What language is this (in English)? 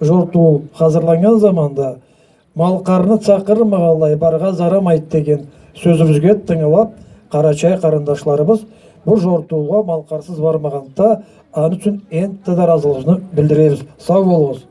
Karachay-Balkar